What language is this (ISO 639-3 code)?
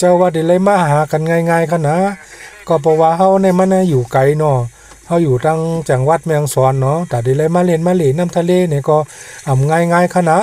shn